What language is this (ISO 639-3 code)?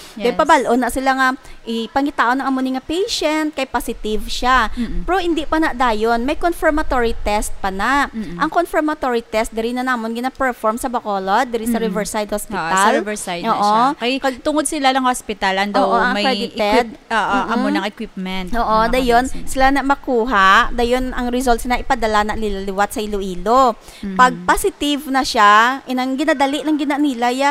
hil